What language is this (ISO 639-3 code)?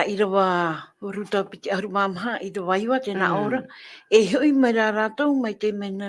tah